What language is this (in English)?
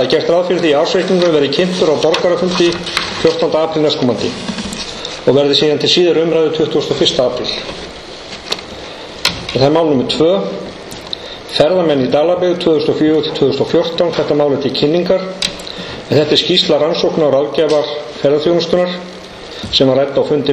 Icelandic